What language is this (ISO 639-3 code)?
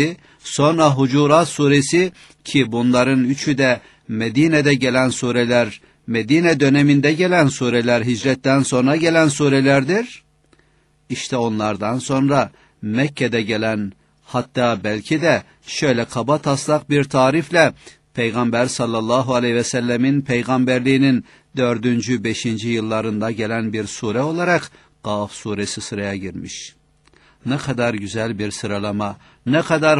tur